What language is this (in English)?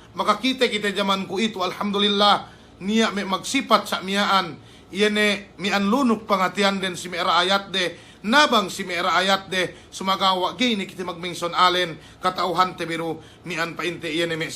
Yakan